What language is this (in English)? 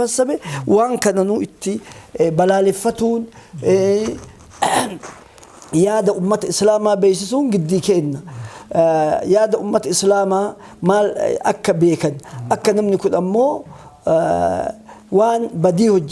Oromo